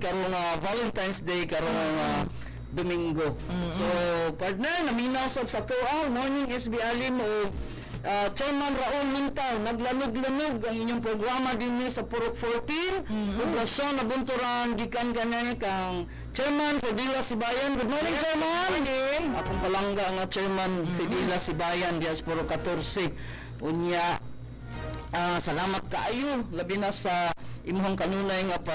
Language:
Cebuano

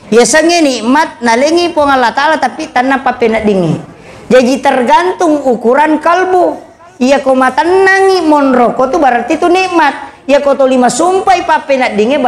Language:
Buginese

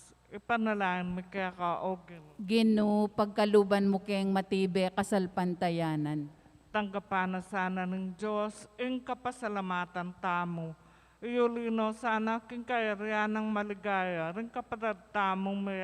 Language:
Pampanga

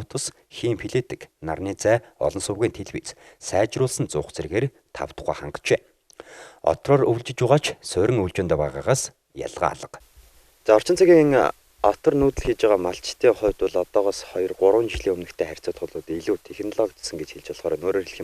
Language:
Mongolian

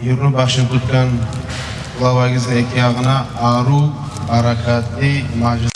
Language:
Kumyk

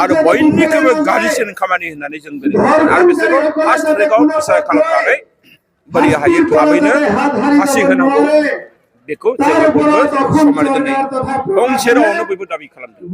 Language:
Bodo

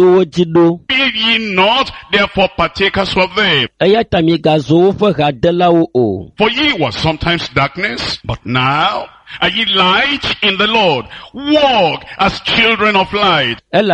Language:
Ewe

